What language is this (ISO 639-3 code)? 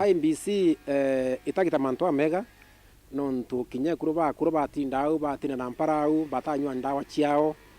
mer